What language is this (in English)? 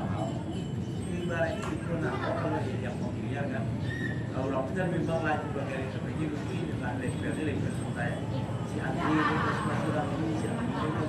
Indonesian